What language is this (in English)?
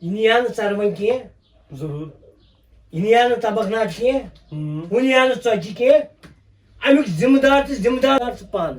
Kashmiri